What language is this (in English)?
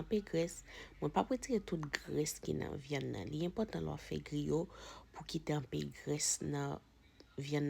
Haitian Creole